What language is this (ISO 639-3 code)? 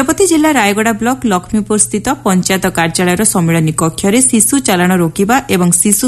ori